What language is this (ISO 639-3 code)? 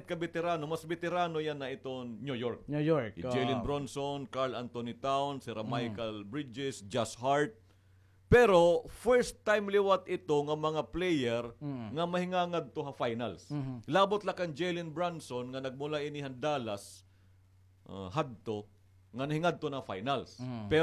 war